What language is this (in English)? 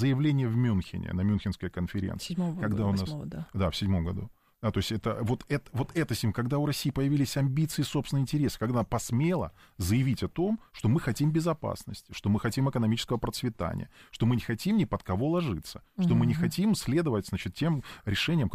Russian